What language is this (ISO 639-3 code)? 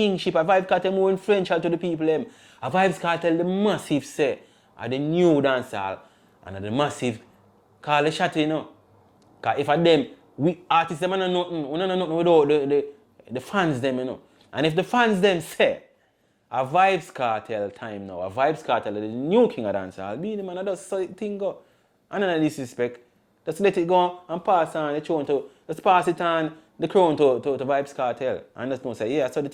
jam